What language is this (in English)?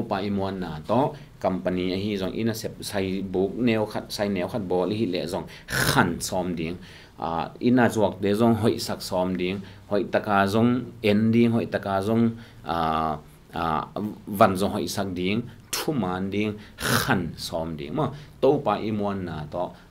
Tedim Chin